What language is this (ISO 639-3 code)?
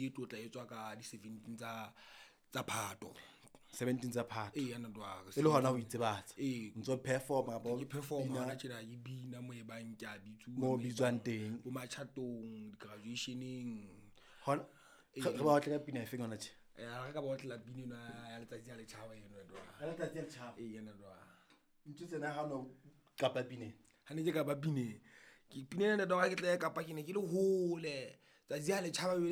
sot